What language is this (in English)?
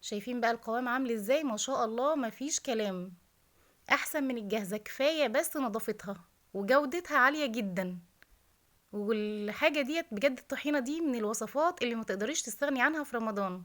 Egyptian Arabic